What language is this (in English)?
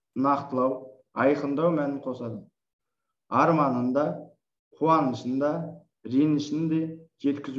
Kazakh